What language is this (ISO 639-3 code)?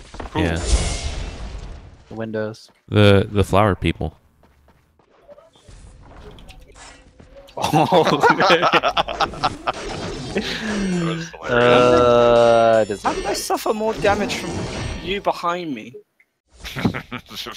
eng